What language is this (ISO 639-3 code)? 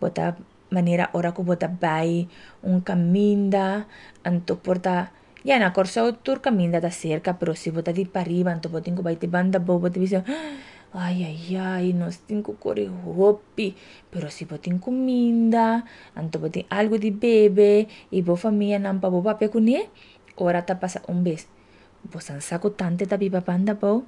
pap